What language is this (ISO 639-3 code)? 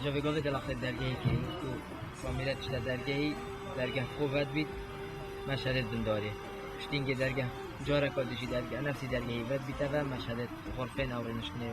kur